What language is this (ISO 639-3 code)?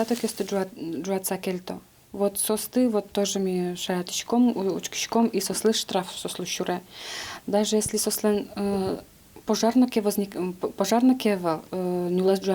udm